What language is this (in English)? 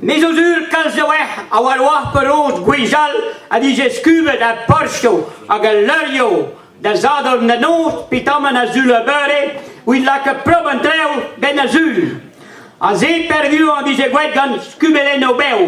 Breton